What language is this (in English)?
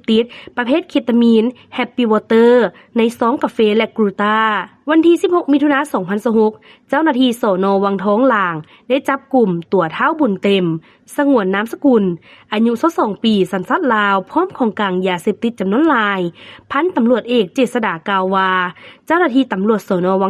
Lao